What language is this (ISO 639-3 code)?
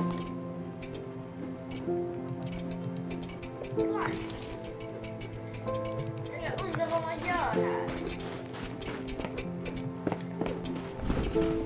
swe